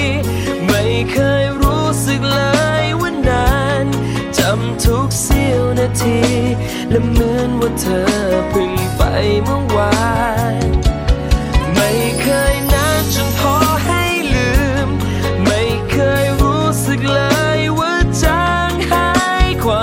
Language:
Thai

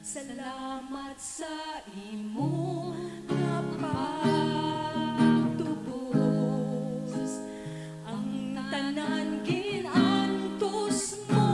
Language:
Hiligaynon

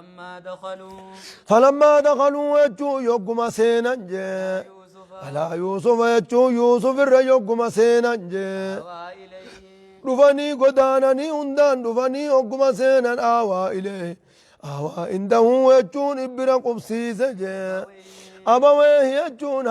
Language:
Oromo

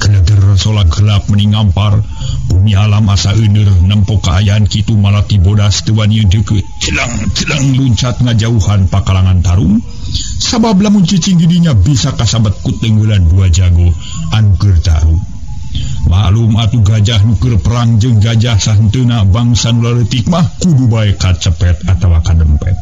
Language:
Sundanese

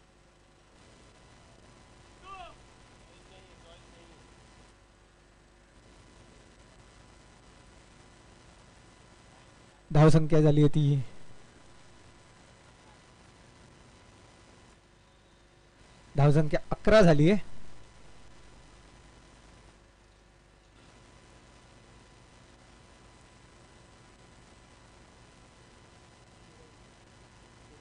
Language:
Marathi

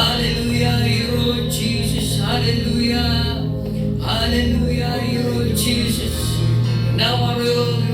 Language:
Marshallese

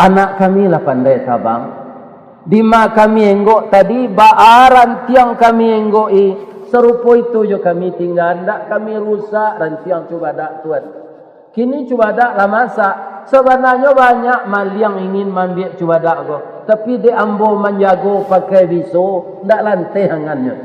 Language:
Minangkabau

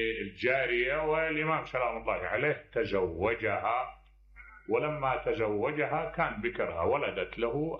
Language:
Mesopotamian Arabic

